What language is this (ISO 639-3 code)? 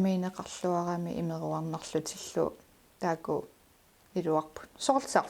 kal